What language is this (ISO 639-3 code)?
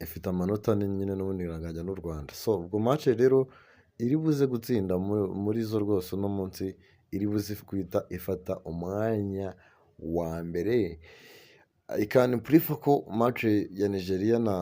kin